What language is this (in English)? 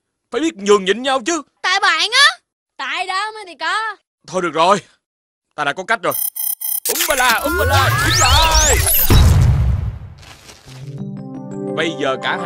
Vietnamese